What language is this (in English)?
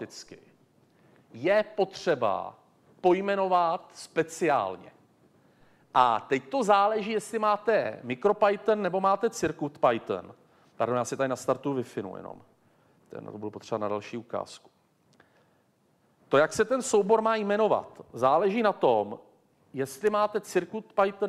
Czech